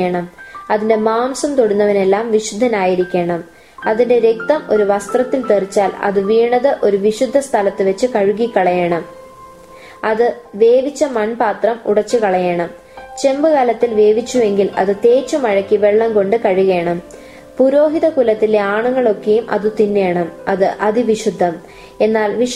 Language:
Malayalam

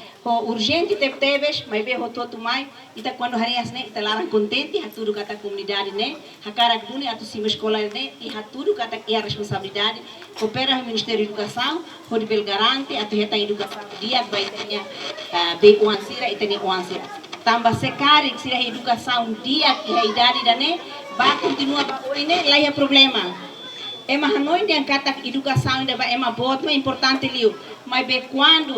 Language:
Tetum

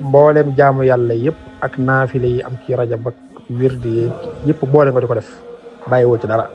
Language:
Wolof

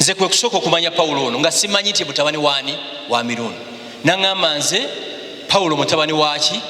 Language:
Ganda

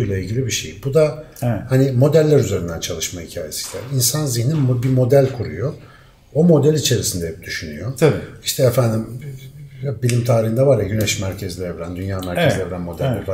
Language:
Turkish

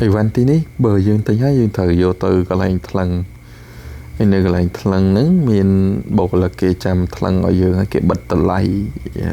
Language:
Khmer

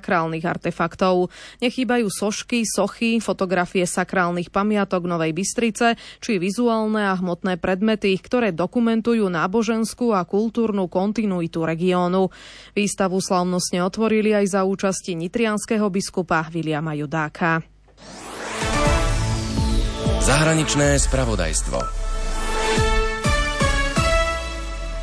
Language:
Slovak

